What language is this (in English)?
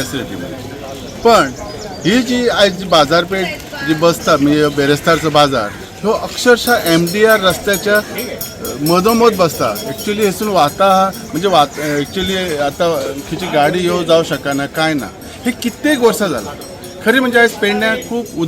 Konkani